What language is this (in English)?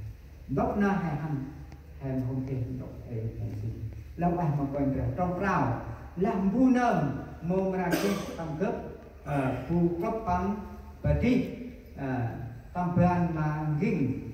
Central Mnong